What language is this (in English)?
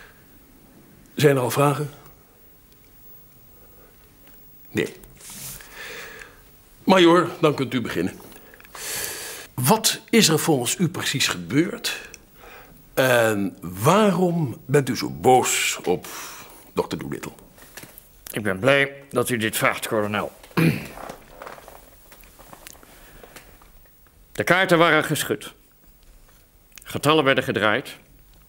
Dutch